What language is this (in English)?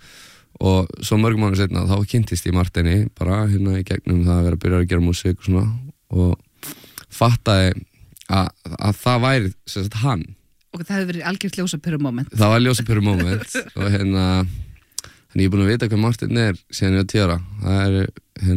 Icelandic